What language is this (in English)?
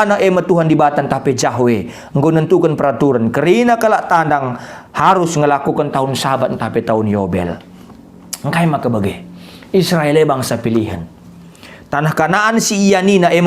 Batak Karo